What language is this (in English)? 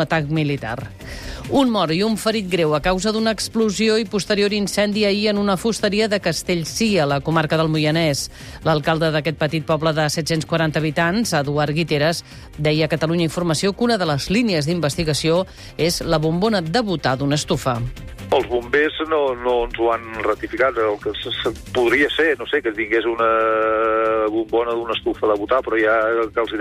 Catalan